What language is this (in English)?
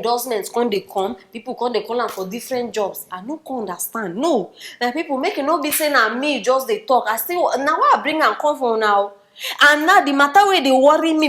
Nigerian Pidgin